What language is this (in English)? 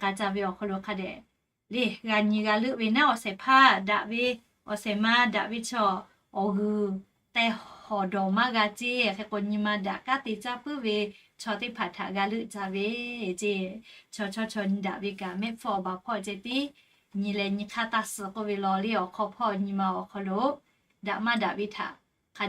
Lahu